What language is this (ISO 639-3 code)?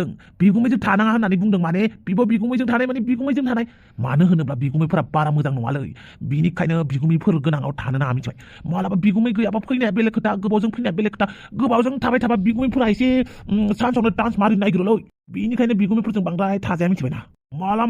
brx